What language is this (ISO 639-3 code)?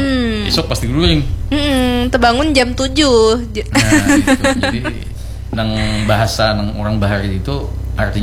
bjn